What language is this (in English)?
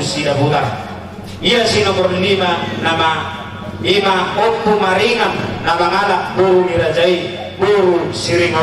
Batak Toba